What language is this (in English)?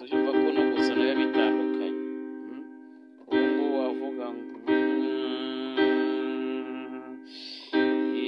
Kinyarwanda